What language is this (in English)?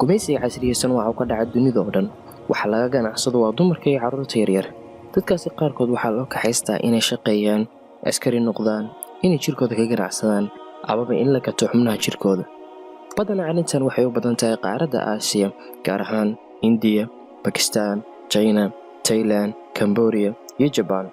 Somali